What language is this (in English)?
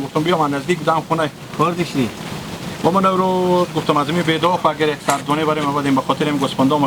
Hazaragi